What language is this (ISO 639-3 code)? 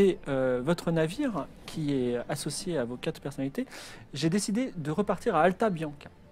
fra